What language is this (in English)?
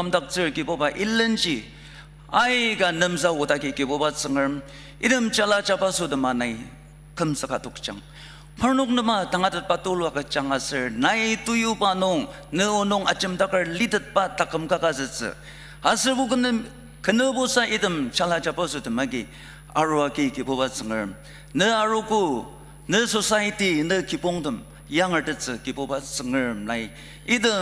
Ao Naga